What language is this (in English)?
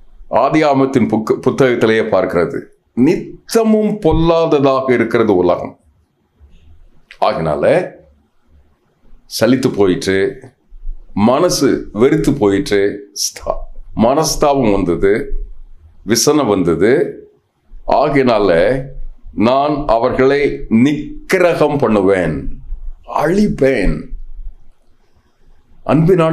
Tamil